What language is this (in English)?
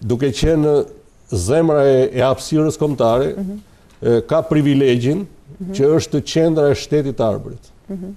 Albanian